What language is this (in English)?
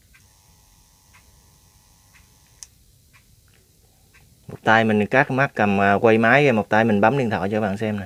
Vietnamese